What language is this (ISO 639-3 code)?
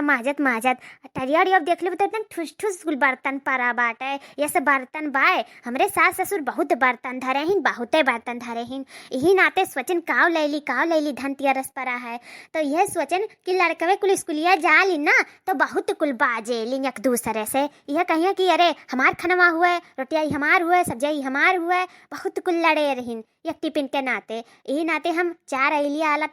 awa